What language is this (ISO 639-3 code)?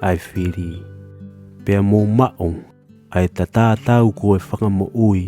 ton